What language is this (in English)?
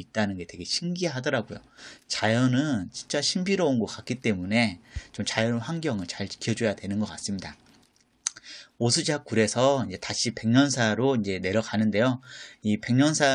Korean